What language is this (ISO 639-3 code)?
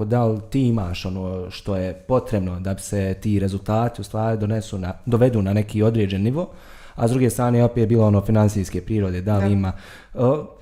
bos